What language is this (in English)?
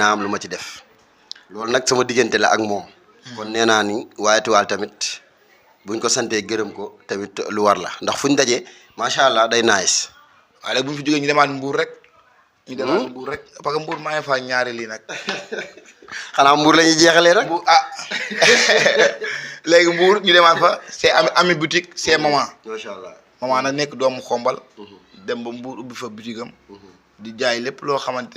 Wolof